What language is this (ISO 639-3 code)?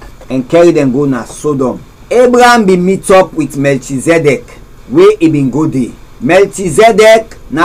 kri